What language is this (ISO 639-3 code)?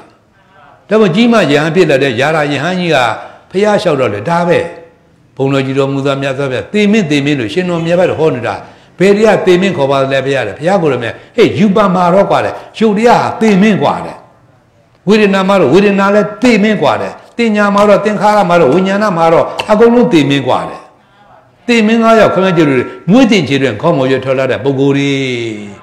mya